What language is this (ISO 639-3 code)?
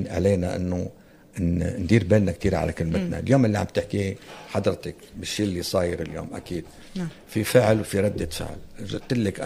apc